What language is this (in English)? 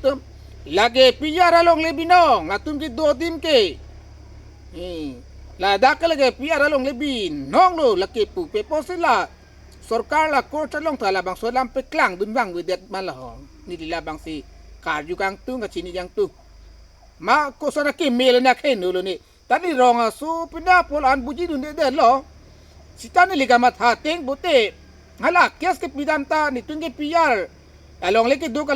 Karbi